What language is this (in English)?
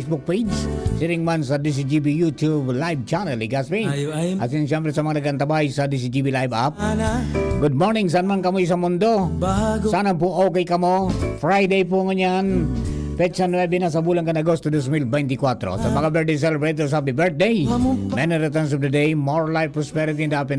Bikol